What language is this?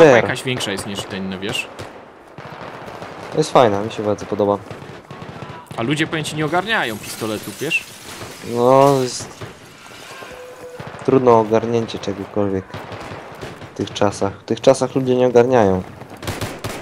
Polish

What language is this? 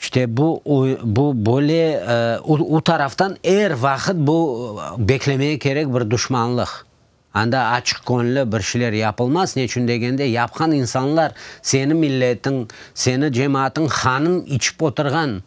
Crimean Tatar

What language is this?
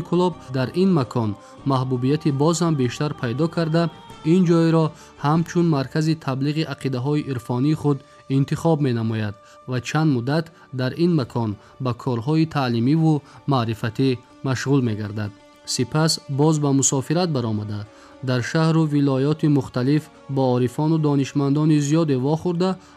Tajik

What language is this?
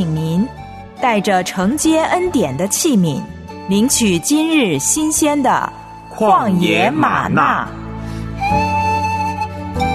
Chinese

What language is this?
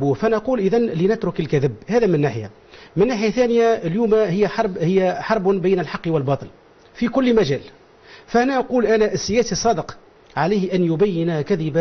Arabic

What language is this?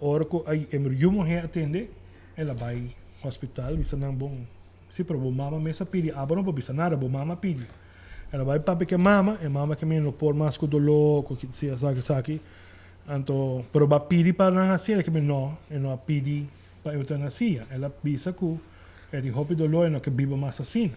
Papiamento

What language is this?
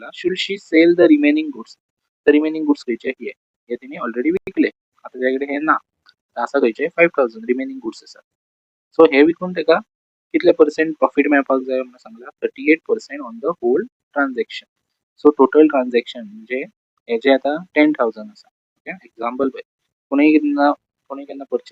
Konkani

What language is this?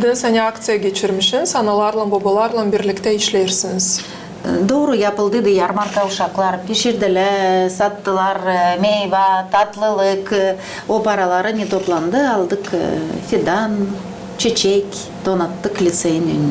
Gagauz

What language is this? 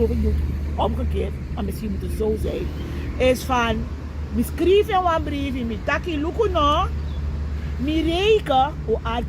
Sranan Tongo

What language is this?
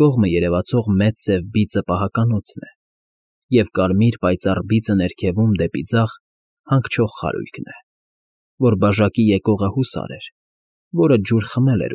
Armenian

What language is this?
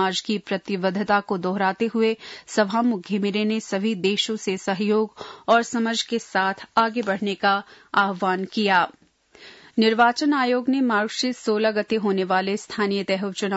Hindi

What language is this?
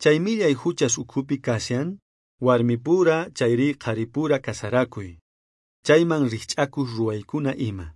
South Bolivian Quechua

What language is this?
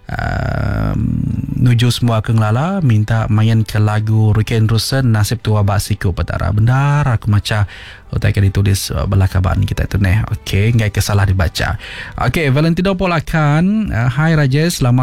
Iban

